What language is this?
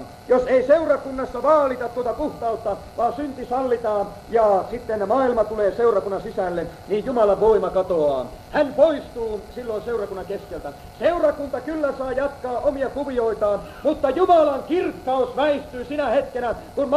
Finnish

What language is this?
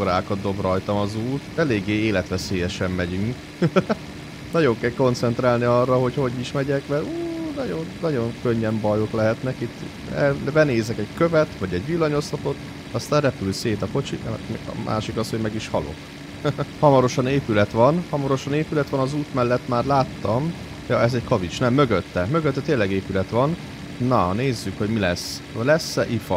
Hungarian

